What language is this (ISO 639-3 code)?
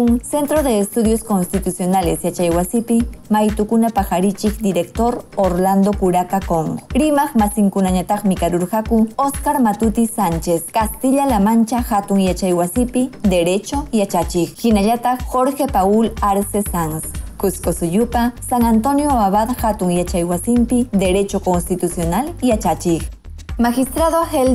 quy